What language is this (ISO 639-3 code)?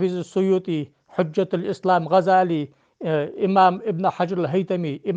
inh